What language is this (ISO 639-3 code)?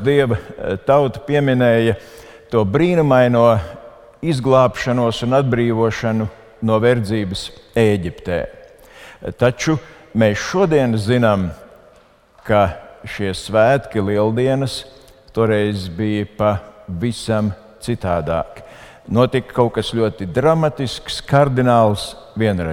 lav